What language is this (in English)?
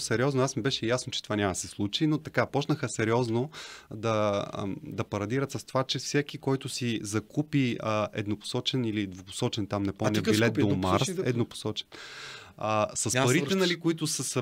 Bulgarian